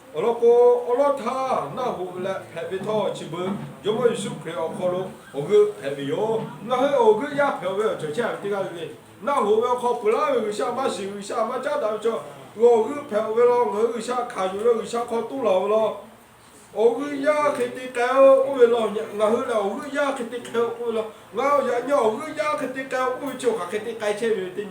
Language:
Lahu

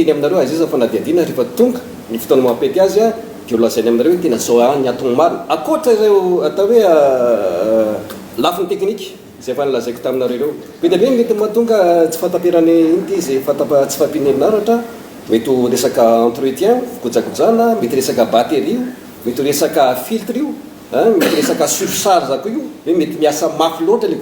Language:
Malagasy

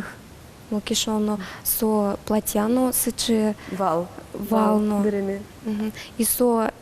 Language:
Udmurt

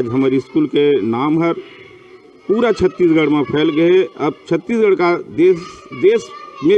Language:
Chhattisgarhi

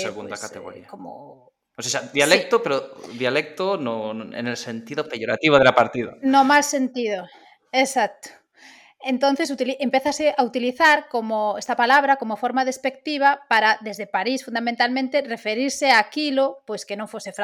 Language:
Galician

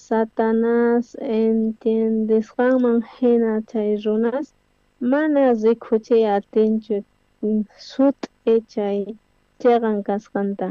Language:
South Bolivian Quechua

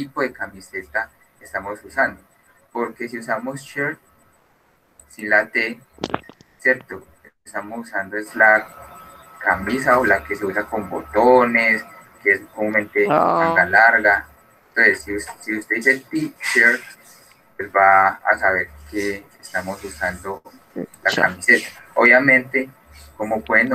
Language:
Spanish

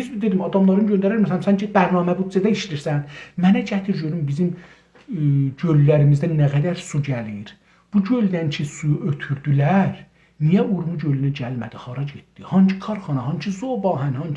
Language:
South Azerbaijani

